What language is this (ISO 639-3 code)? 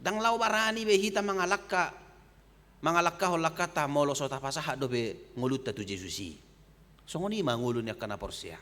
bbc